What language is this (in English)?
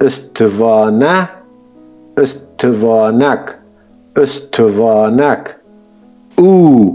Kurdish